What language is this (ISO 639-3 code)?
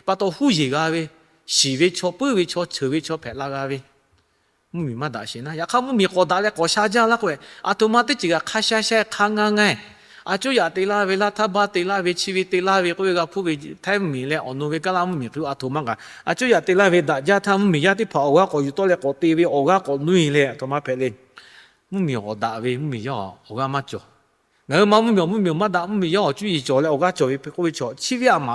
lhu